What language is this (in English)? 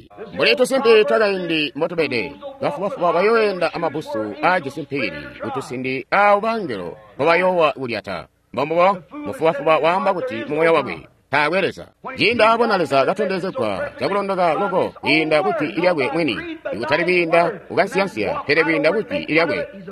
Tonga (Zambia)